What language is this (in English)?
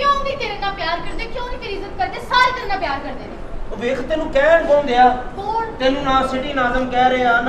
Punjabi